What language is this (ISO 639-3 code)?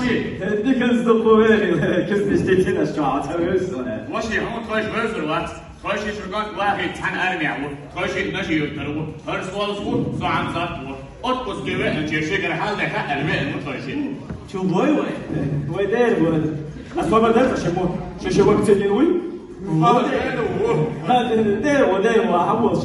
che